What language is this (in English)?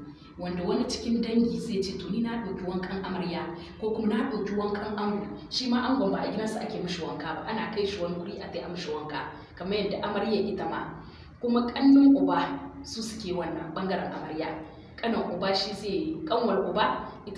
Hausa